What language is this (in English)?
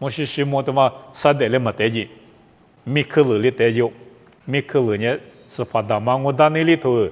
Lisu